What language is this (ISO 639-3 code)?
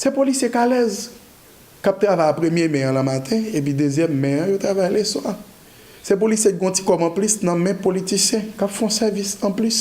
hat